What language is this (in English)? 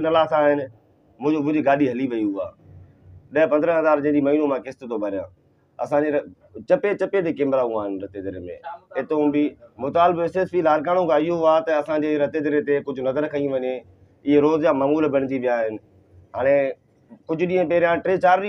Sindhi